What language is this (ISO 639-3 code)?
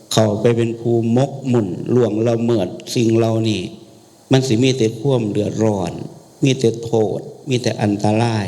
tts